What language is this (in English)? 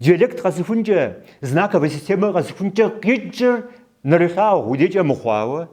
Kabardian